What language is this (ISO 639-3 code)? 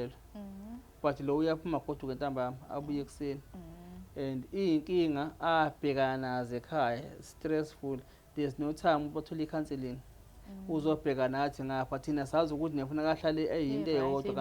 zul